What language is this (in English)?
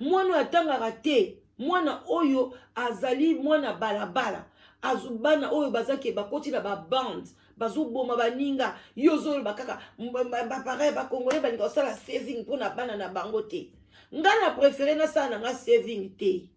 Lingala